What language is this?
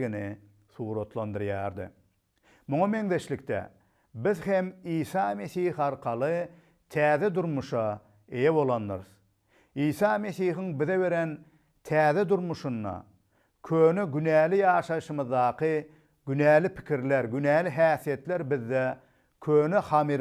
Turkmen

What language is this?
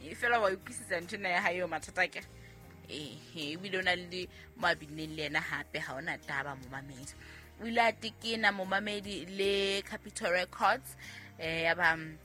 Southern Sotho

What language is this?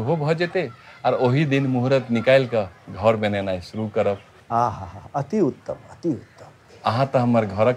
Maithili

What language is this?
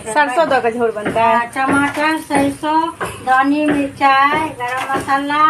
Maithili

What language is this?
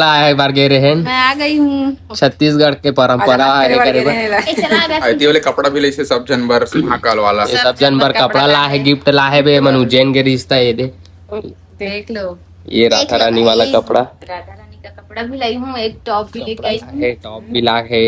Chhattisgarhi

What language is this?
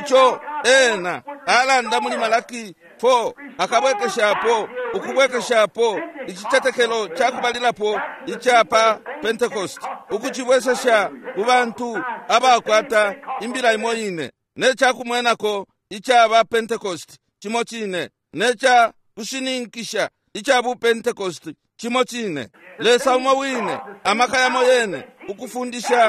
Bemba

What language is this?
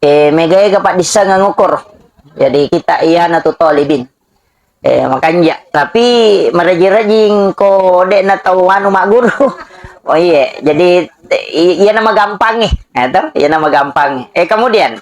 Buginese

